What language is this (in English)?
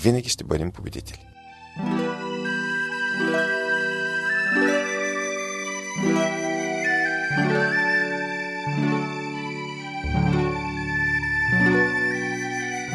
Bulgarian